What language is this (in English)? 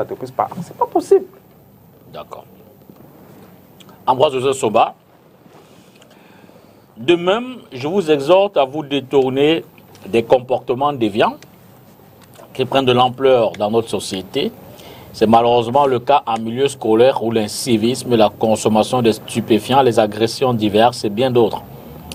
French